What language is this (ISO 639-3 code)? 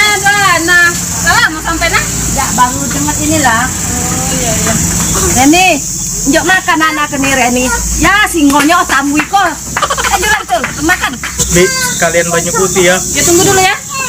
mui